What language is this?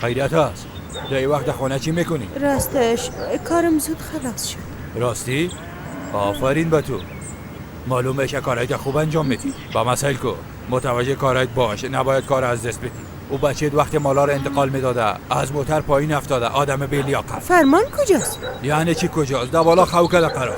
Persian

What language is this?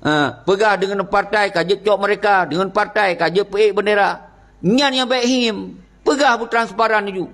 Achinese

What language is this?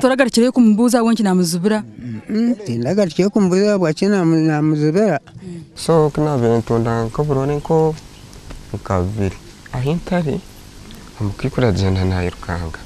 Nyankole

